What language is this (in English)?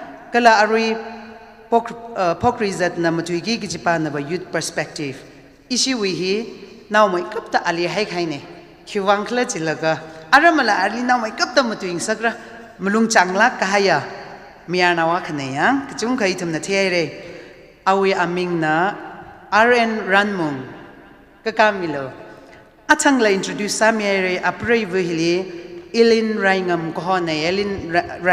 Tangkhul Naga (India)